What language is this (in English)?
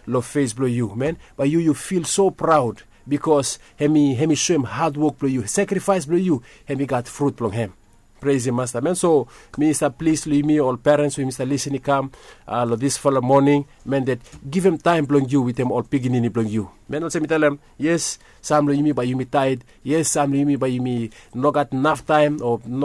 Bislama